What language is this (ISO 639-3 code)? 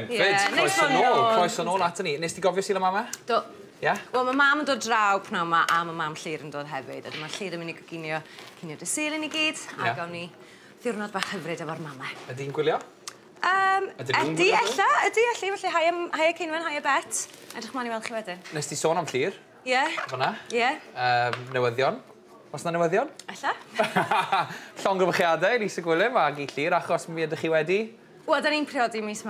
cym